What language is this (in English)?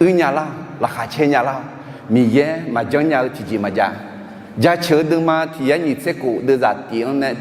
Akha